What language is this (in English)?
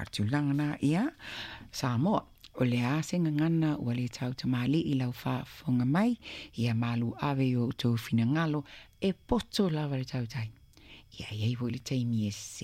Samoan